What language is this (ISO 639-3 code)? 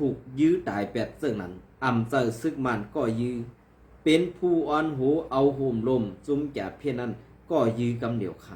shn